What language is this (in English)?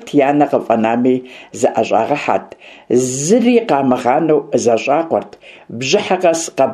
Kabardian